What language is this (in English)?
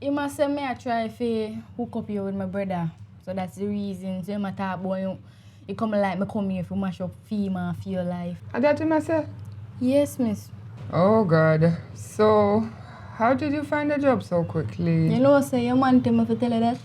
Jamaican Creole English